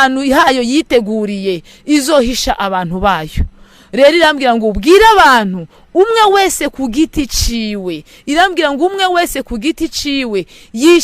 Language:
Rundi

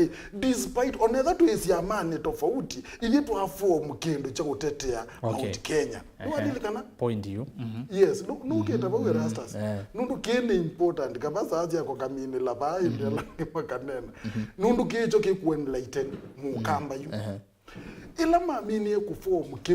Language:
Kamba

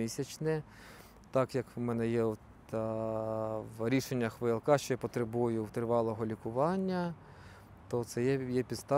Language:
Ukrainian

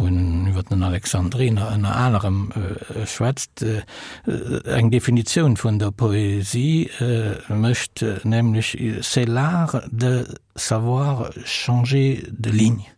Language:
Luxembourgish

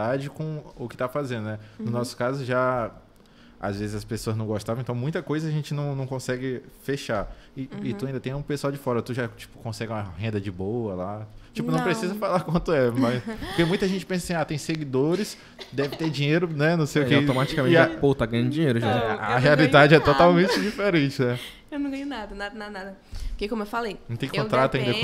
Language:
Portuguese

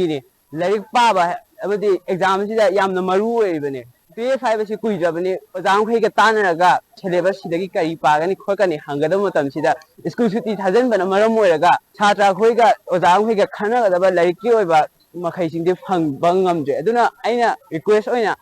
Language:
Manipuri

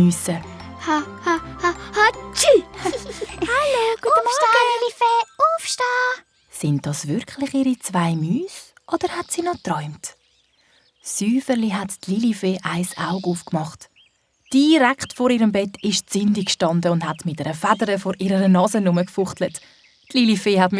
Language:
Swiss German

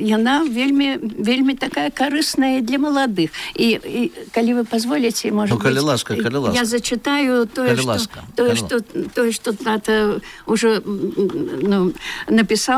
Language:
Belarusian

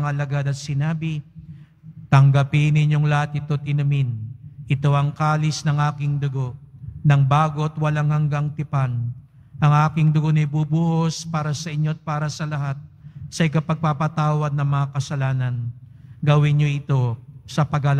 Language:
Filipino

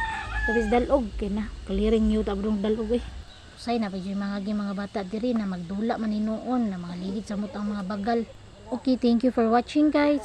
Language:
Cebuano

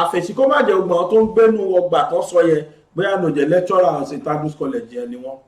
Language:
Yoruba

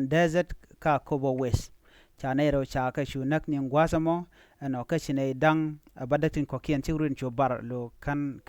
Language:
Nuer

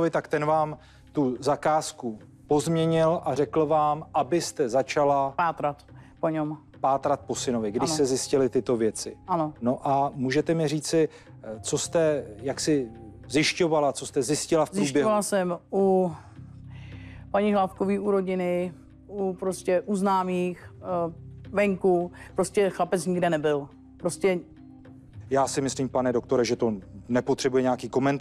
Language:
Czech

